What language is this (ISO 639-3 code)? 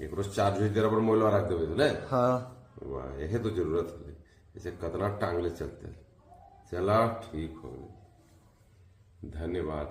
mag